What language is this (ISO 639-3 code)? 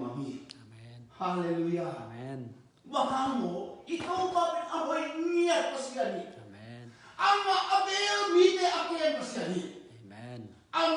ctd